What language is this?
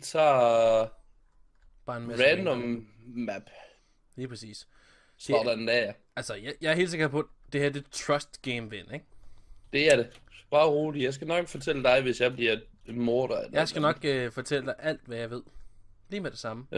Danish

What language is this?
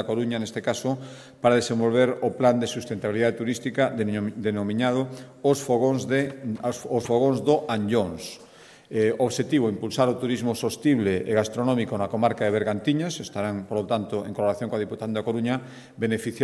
Galician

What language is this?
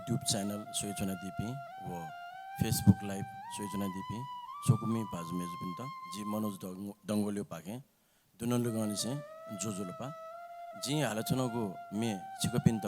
Newari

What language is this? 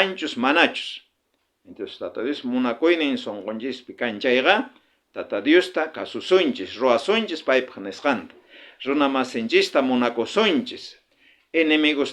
South Bolivian Quechua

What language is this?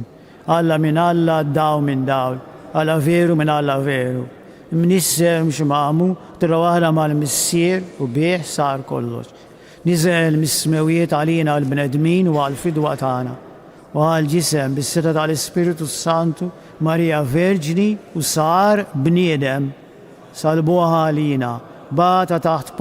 Maltese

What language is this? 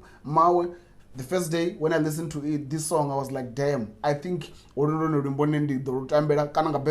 Venda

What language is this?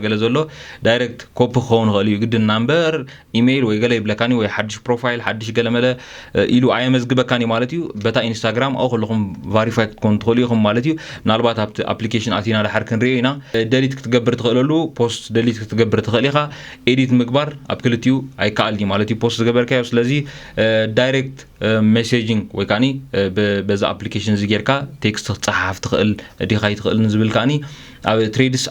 Tigrinya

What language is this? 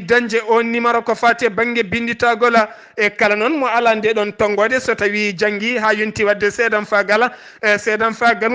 Fula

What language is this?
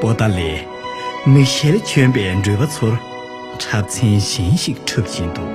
Tibetan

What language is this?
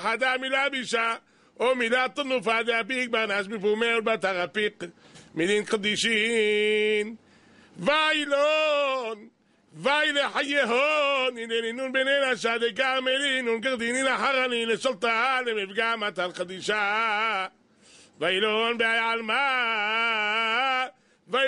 Hebrew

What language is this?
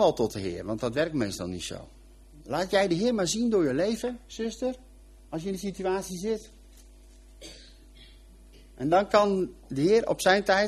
Dutch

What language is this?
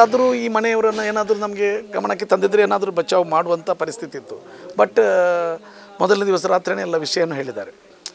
Kannada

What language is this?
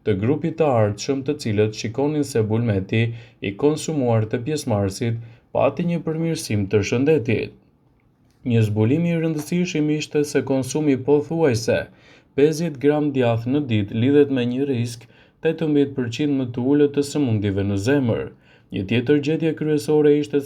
Albanian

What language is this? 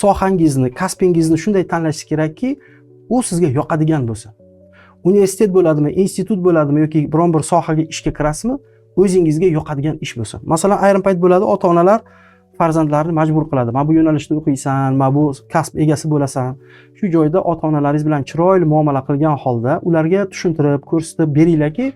Uzbek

